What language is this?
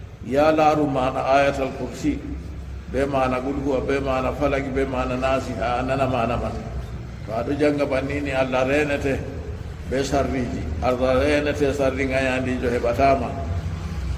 Fula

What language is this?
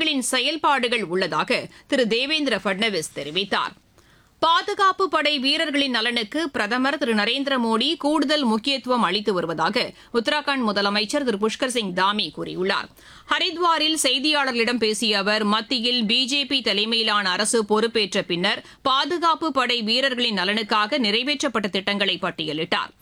Tamil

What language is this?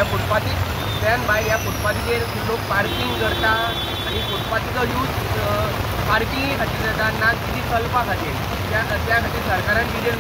Konkani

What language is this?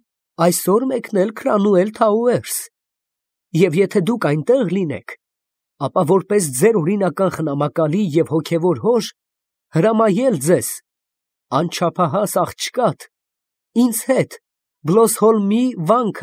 Armenian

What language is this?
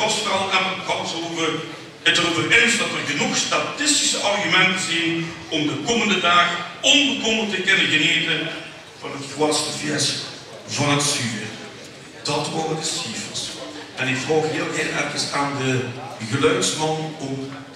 Limburgish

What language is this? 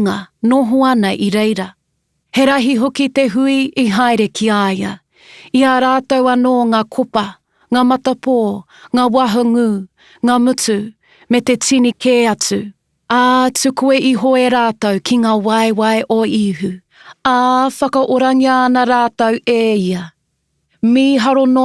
Māori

